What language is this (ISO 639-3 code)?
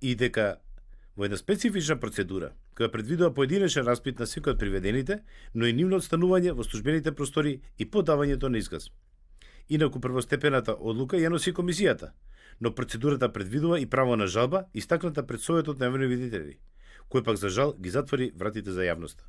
mkd